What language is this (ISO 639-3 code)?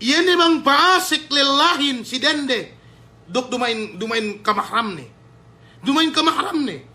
yka